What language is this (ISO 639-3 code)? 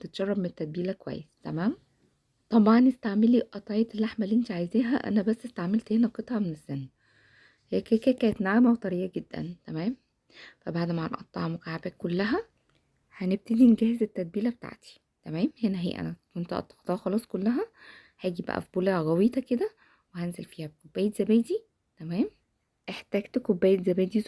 arz